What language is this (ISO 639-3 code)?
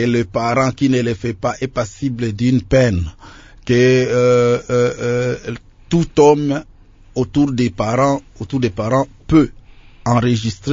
fra